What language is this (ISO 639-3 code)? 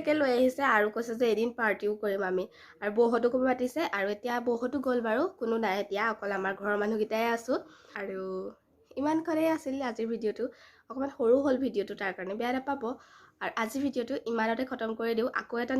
asm